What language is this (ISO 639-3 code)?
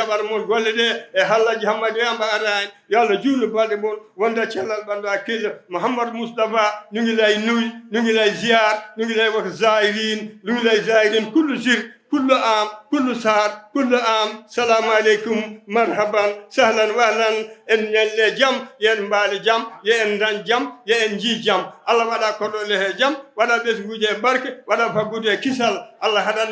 ful